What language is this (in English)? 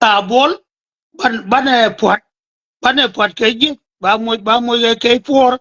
Nuer